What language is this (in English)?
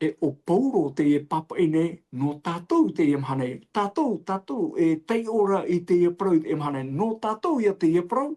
Tahitian